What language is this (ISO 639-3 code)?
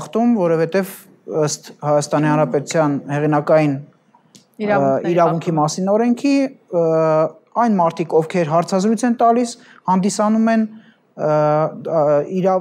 hye